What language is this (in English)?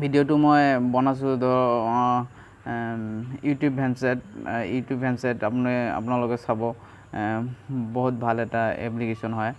Assamese